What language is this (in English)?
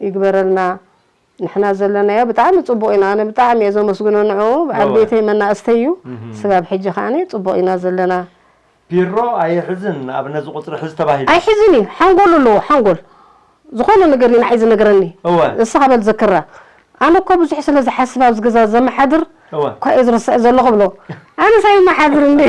Tigrinya